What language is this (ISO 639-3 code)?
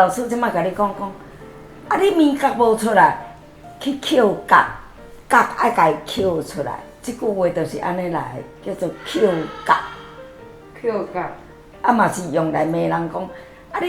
nan